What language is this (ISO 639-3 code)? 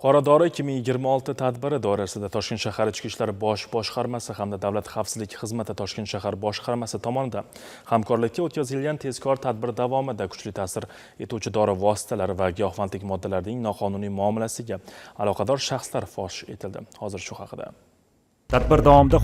uzb